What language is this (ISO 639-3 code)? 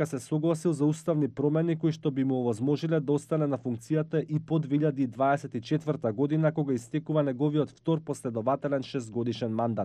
mkd